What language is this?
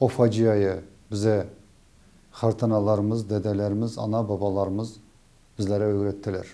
Crimean Tatar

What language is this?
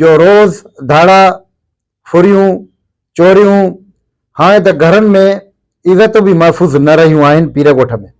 Sindhi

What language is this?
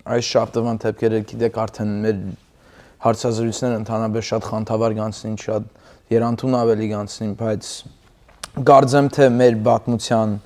Western Armenian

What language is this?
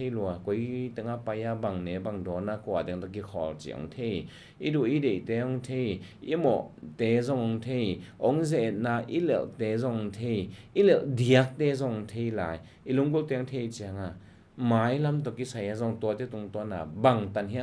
Tedim Chin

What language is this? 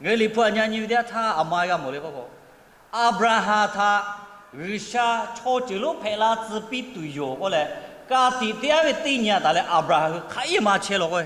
Lahu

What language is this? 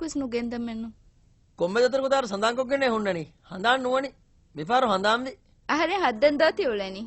Divehi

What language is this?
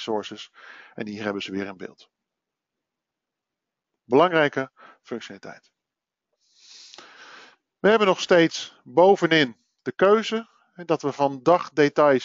Dutch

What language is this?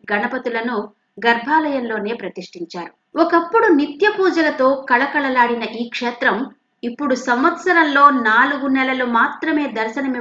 Telugu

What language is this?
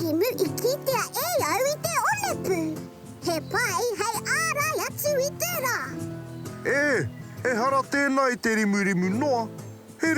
Māori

